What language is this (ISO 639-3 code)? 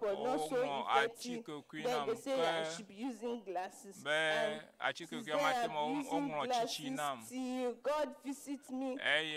ewe